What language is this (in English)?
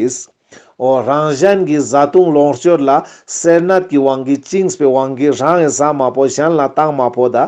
Ladakhi